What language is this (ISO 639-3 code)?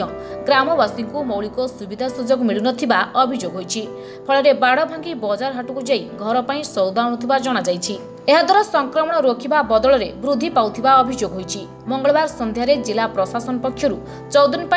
ori